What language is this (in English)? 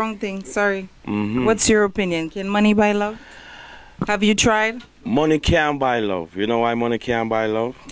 Jamaican Creole English